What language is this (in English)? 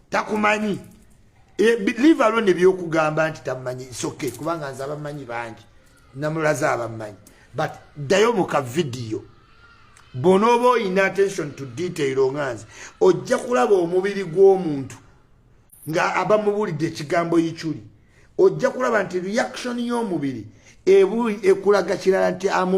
Ganda